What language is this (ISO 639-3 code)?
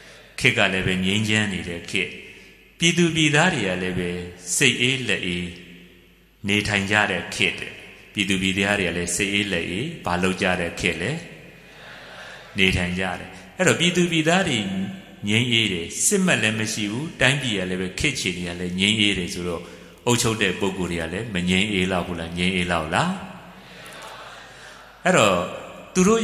mya